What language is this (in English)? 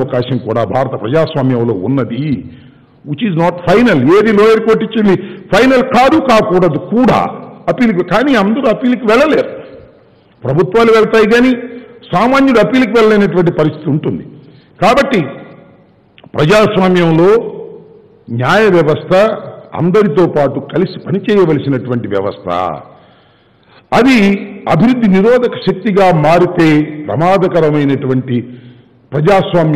Telugu